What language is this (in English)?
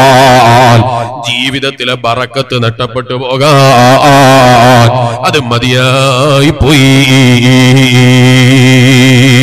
Malayalam